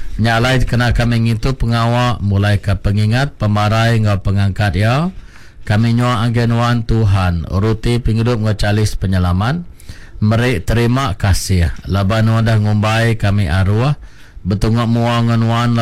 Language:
Iban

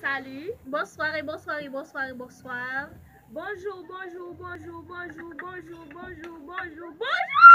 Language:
Haitian Creole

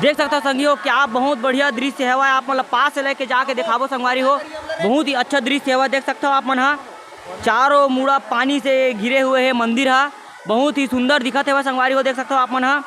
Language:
Chhattisgarhi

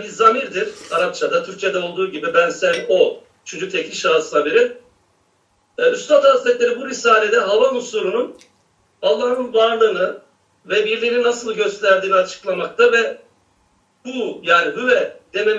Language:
Turkish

